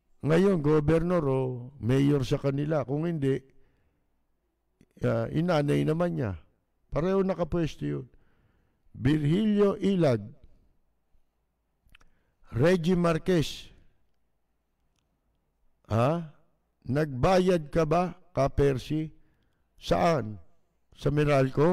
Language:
Filipino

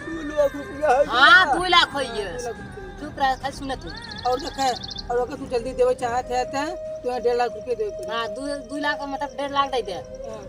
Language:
Awadhi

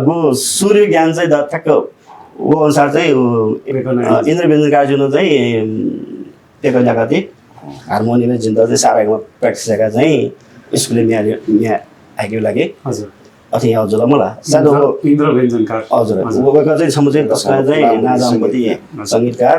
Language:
Newari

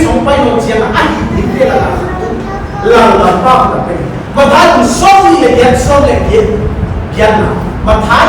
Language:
Paite Chin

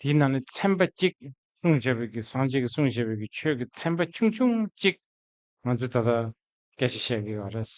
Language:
Tibetan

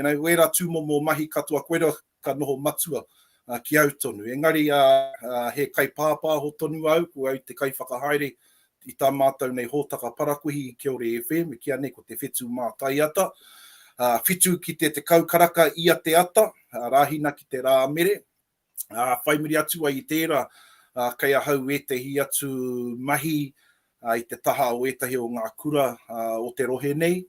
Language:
Māori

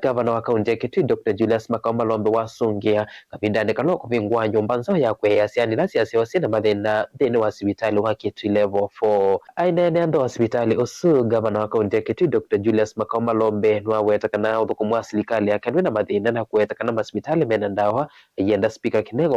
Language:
Kamba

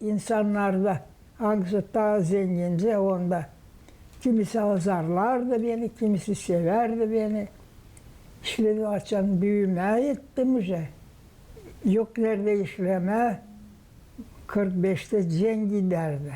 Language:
Gagauz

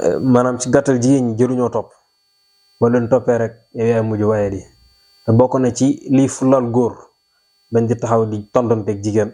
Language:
Wolof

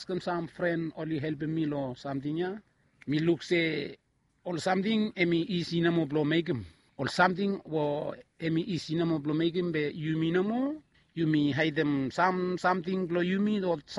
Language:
Bislama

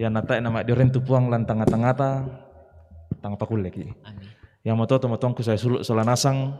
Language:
Toraja-Sa'dan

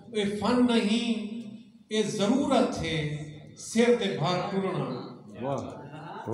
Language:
Saraiki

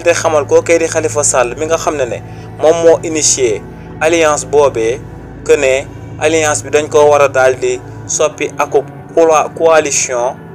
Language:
Wolof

